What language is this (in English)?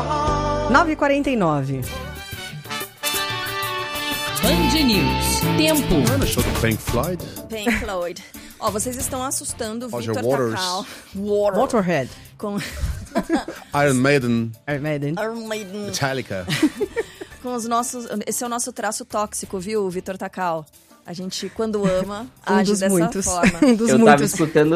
Portuguese